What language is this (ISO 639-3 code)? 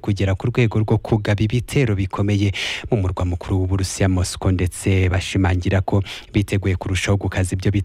kin